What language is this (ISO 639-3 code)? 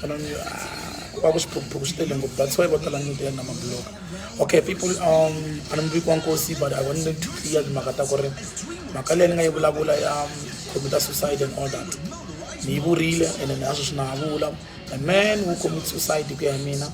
tso